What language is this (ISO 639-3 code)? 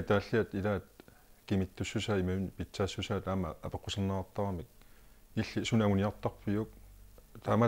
kal